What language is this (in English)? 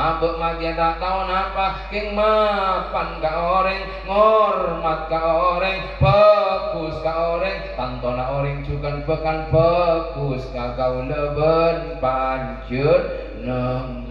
Madurese